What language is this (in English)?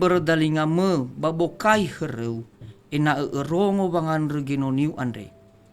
Nias